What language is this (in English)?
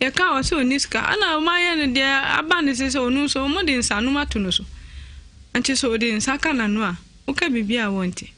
Akan